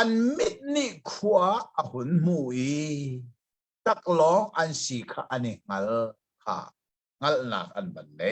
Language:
Hakha Chin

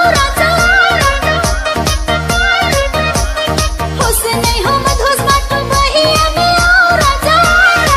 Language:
Bhojpuri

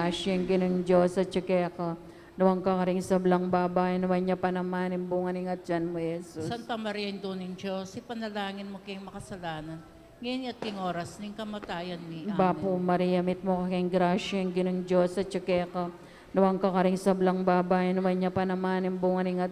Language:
Pampanga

